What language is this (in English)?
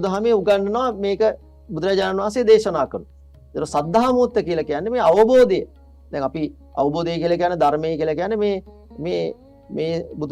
Sinhala